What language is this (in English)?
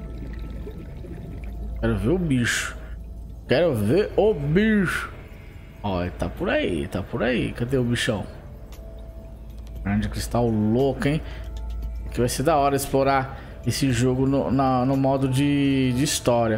Portuguese